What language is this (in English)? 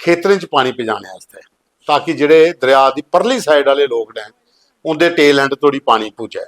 Dogri